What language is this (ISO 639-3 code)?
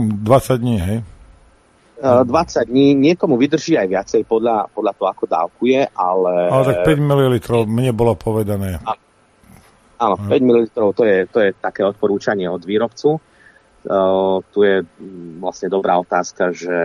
slk